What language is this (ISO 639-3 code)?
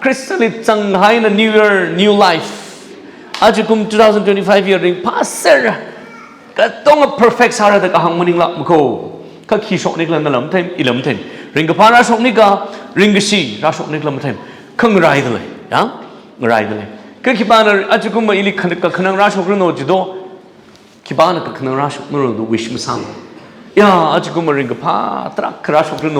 nmf